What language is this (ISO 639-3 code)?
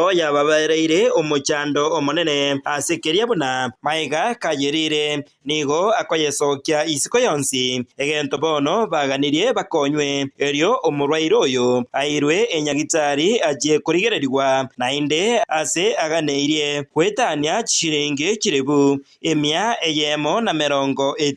guz